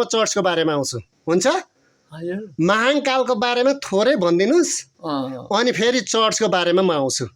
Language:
Nepali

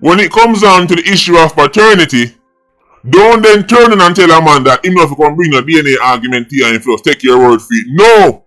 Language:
Jamaican Creole English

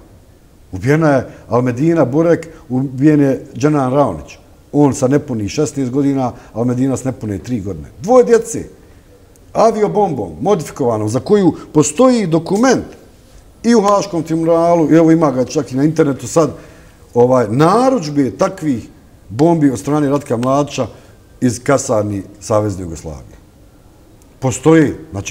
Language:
Bosnian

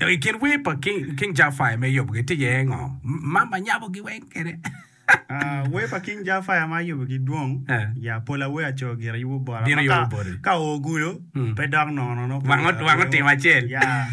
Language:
Acoli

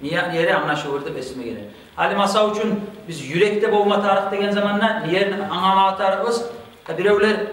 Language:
Kumyk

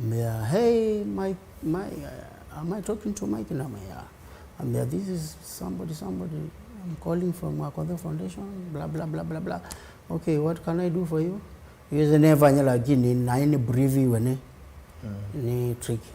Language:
Kamba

